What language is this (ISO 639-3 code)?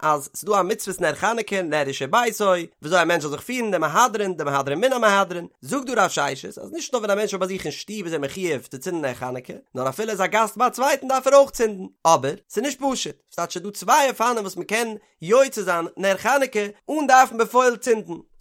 yid